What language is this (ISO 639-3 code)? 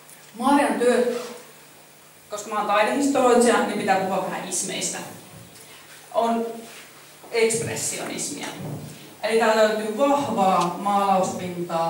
fin